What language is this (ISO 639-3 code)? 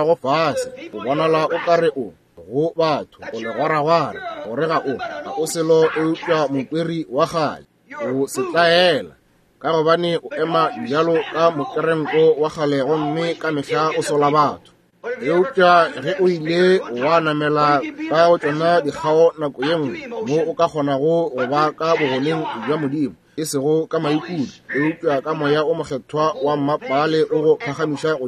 nso